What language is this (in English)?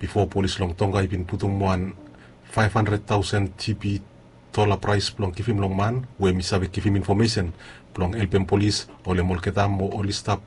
Bislama